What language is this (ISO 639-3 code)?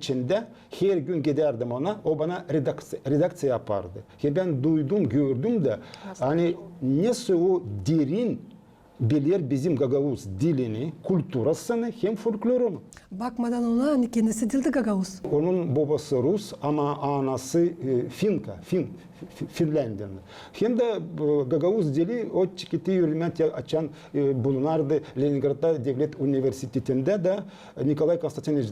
gag